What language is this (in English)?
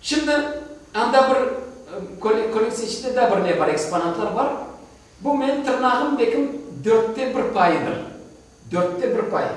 Crimean Tatar